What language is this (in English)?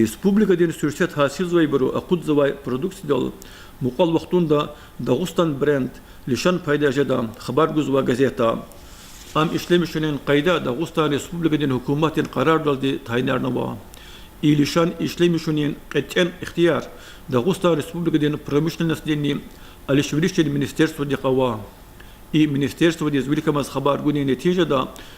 Lezghian